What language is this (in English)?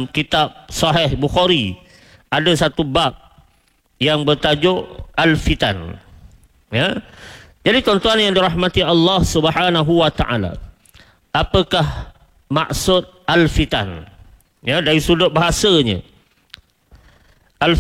Malay